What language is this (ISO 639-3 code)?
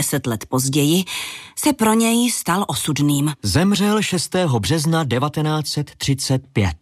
ces